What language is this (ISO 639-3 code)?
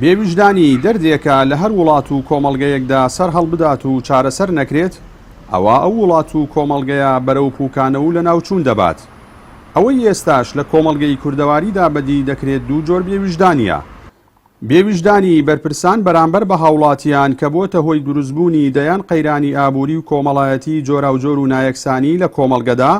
ckb